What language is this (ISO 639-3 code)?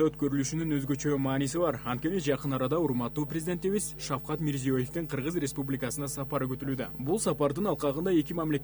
kir